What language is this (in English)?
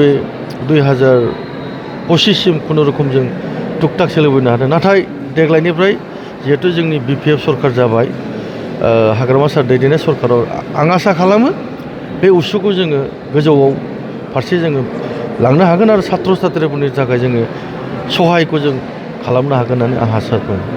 Bodo